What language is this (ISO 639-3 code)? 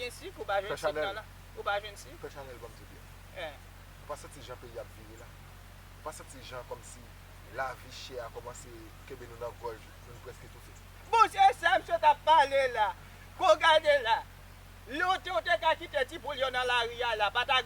hat